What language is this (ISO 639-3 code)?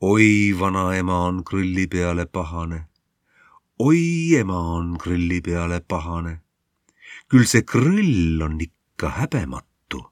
est